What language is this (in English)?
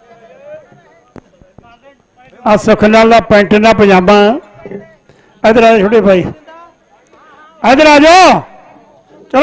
Punjabi